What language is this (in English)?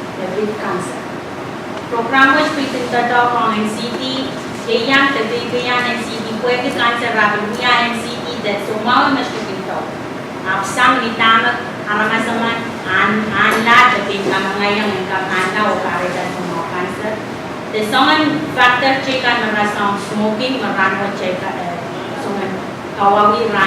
Pohnpeian